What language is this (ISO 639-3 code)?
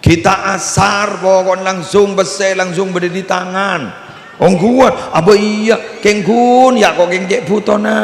mad